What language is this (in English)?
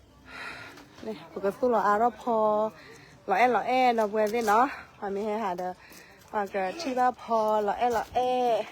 S'gaw Karen